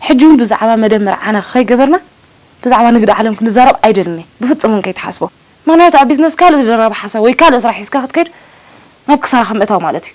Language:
Tigrinya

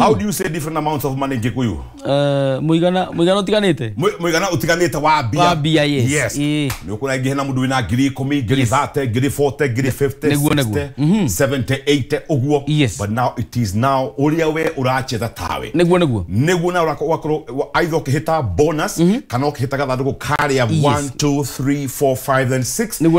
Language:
Kikuyu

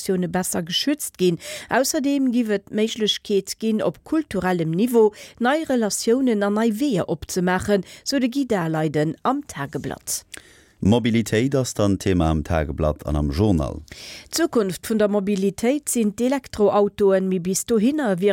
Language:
Luxembourgish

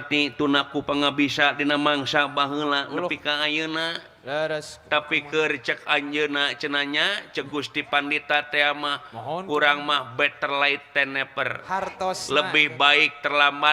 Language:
Sundanese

